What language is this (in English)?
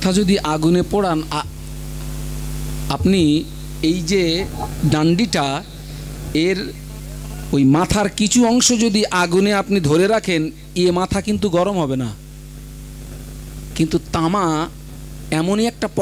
Bangla